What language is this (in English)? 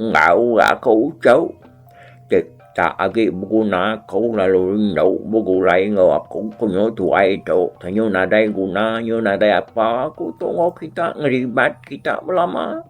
Iban